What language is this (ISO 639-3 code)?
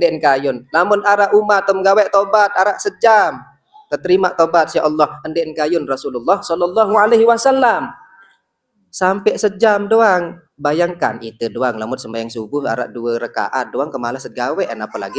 sas